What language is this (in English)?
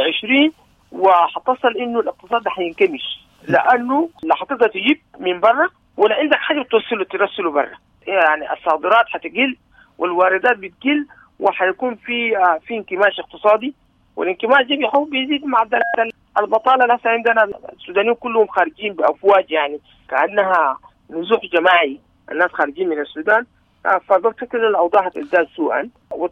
Sudanese Arabic